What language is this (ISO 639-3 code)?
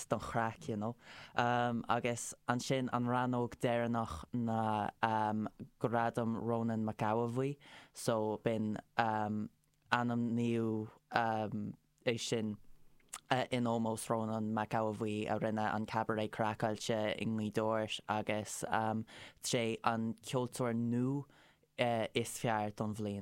gle